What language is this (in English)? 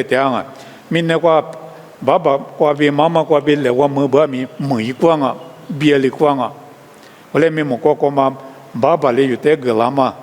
Lisu